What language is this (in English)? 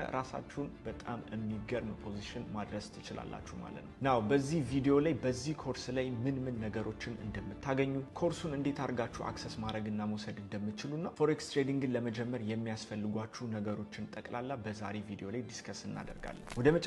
Amharic